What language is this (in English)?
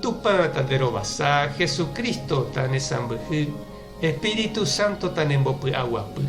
Guarani